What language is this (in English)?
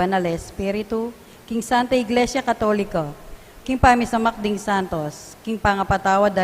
Pampanga